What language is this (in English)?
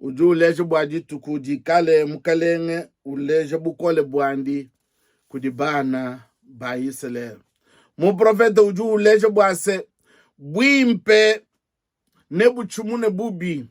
Luba-Lulua